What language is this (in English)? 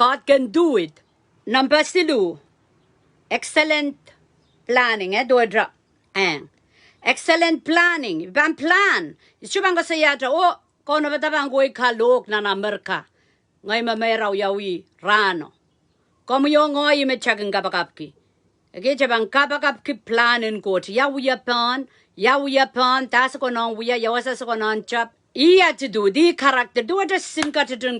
Pohnpeian